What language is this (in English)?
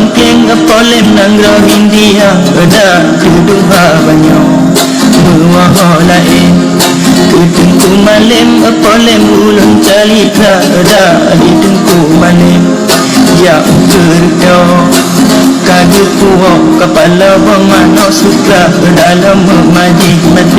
Achinese